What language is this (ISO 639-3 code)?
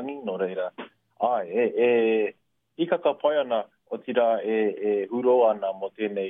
mri